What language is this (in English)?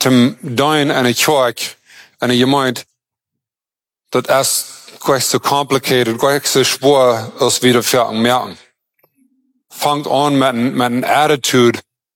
German